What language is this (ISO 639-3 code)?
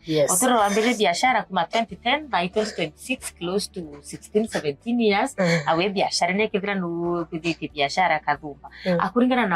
mer